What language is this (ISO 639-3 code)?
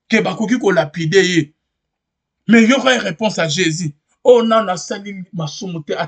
lin